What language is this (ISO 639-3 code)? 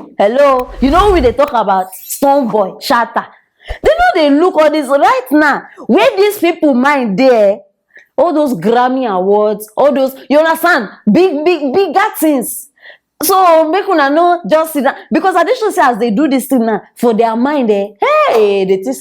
pcm